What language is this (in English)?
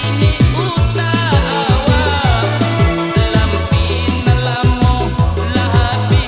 Jambi Malay